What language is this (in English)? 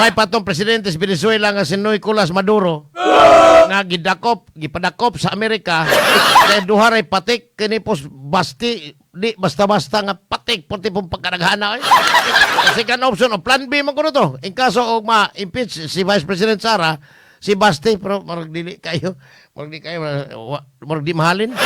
Cebuano